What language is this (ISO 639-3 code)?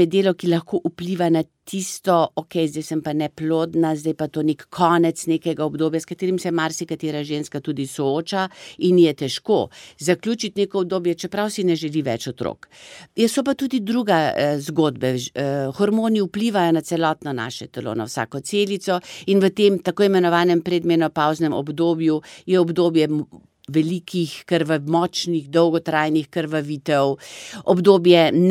slv